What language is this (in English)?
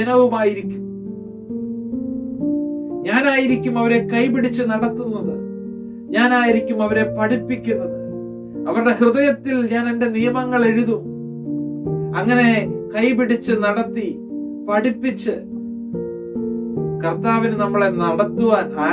Malayalam